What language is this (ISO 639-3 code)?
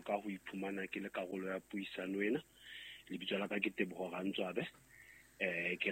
sot